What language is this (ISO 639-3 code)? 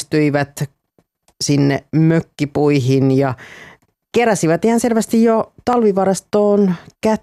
fin